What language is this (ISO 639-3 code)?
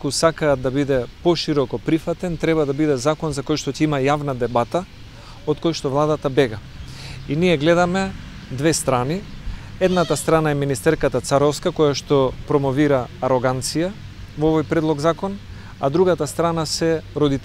mkd